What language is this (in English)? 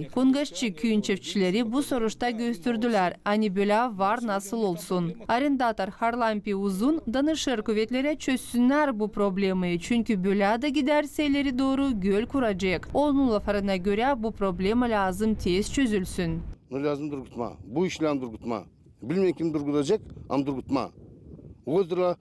Gagauz